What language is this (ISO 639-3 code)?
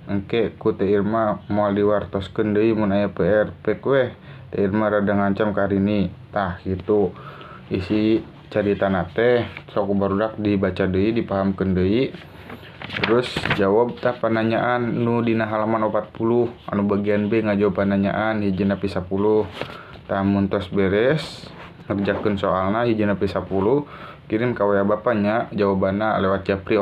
sun